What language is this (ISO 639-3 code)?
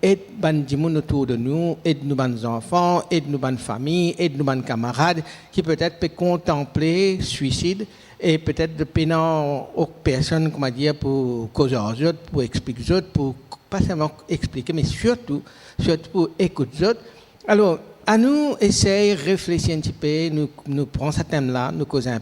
mfe